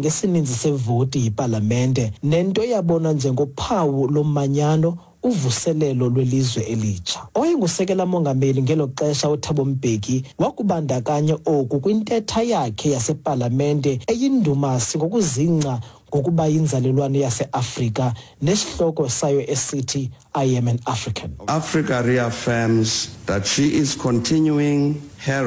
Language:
Xhosa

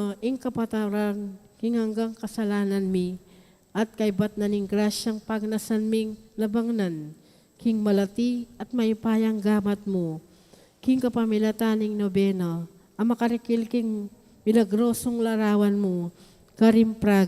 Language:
Pampanga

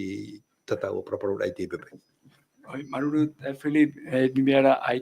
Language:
Tahitian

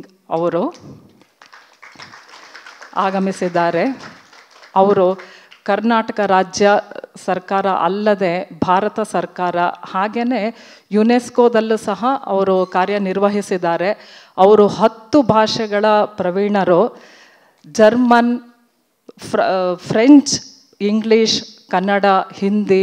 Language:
Kannada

